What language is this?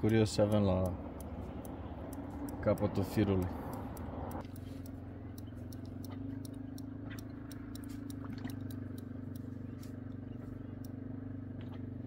Romanian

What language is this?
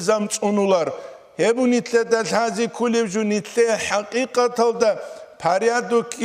Avaric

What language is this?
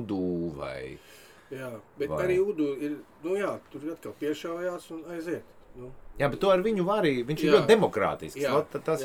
Latvian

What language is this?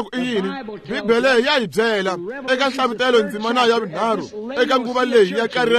Tsonga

